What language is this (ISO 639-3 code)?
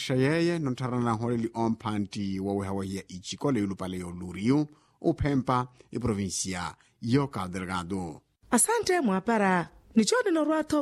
vmw